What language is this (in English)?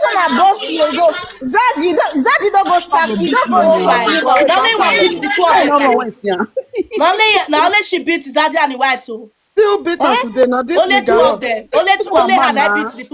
Nigerian Pidgin